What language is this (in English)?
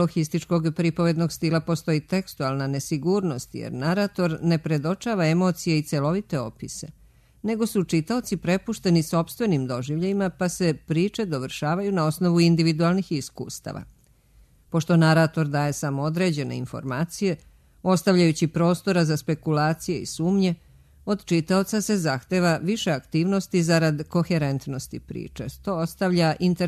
Serbian